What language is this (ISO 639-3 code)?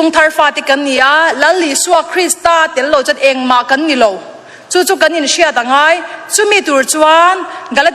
lus